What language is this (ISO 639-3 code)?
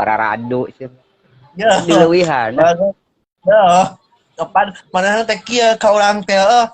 sun